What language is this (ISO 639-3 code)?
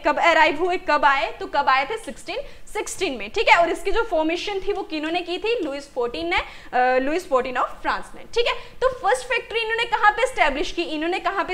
hin